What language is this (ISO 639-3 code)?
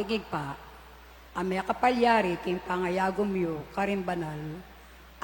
pam